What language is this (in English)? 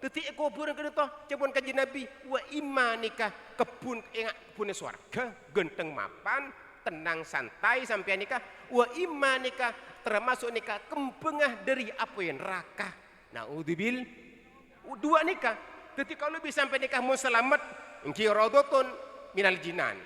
Madurese